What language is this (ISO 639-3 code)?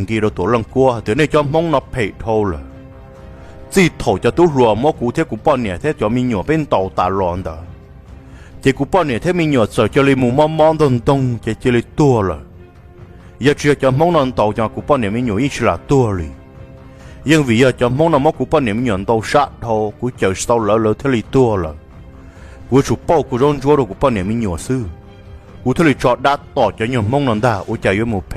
hmn